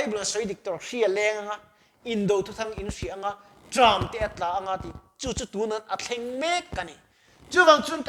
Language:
Mizo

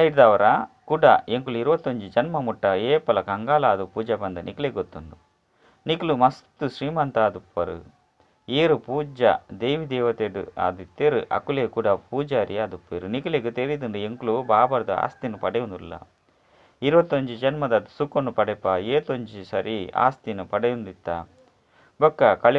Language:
Tulu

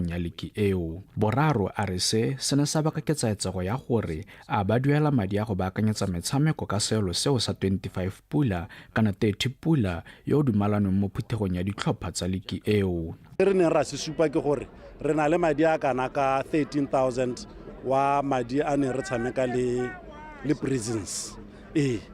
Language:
Tswana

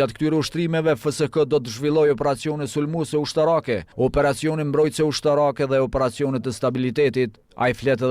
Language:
Albanian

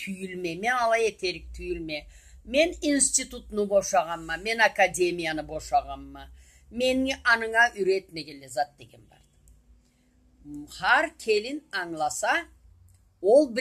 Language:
Karachay-Balkar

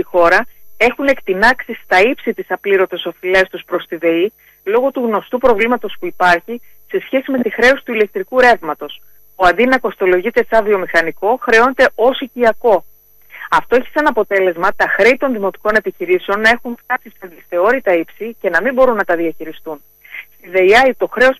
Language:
Greek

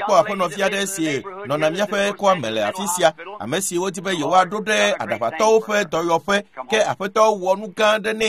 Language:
Ewe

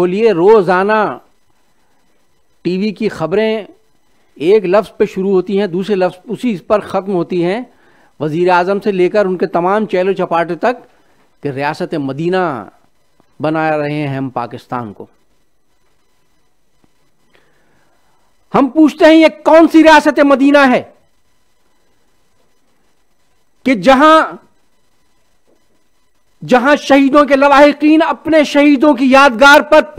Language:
Urdu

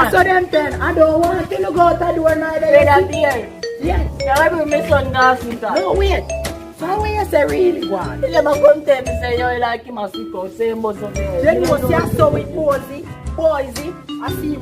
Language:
Jamaican Creole English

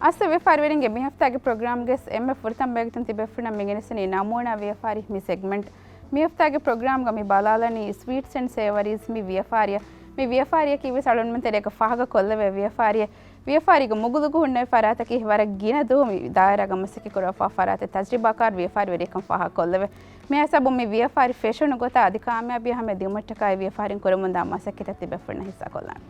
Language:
Divehi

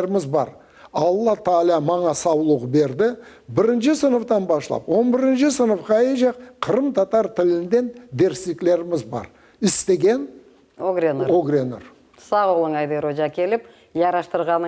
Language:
Crimean Tatar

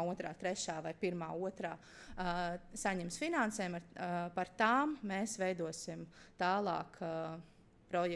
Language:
Latvian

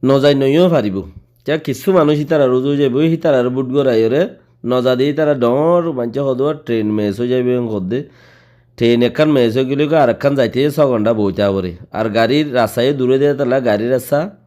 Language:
Rohingya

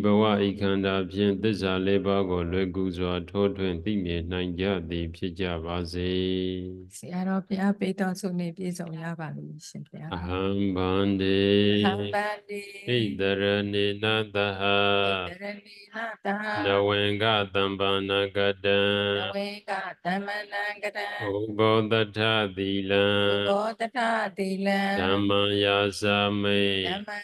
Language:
Burmese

